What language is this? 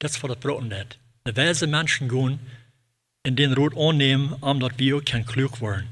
Plautdietsch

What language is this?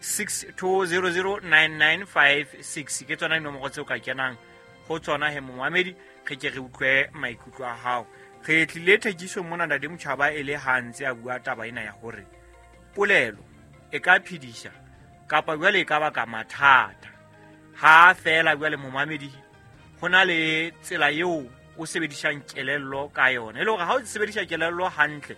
Southern Sotho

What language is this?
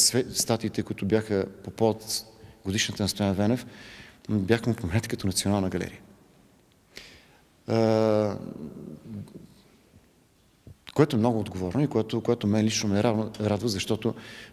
Bulgarian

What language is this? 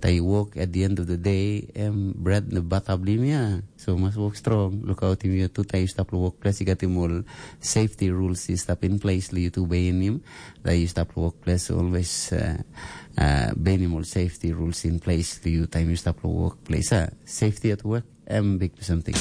Tok Pisin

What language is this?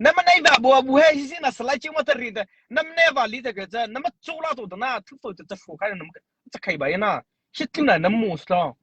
Mara Chin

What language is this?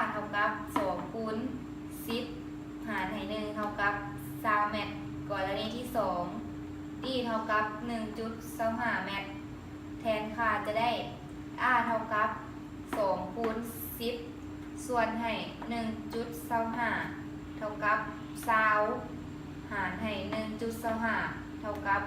Lao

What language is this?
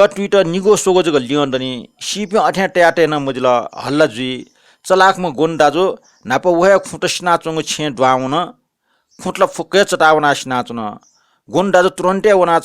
Newari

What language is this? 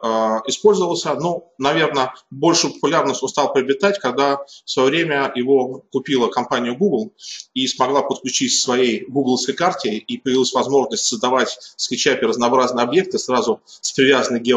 Russian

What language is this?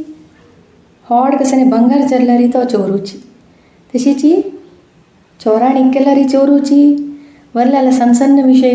Konkani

